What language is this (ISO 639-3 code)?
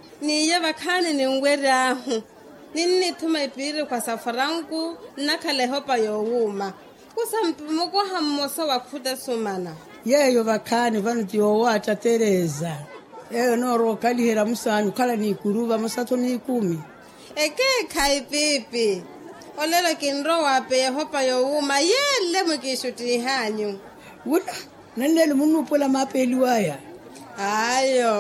vmw